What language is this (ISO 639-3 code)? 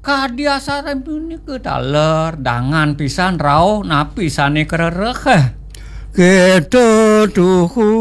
ban